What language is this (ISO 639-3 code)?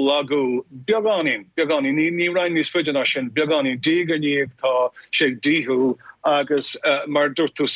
gle